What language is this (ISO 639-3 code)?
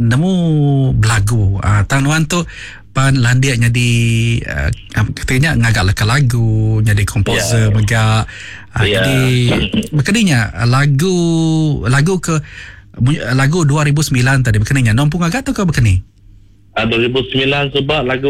iba